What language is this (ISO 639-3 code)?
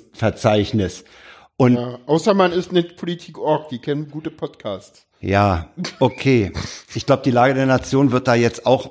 deu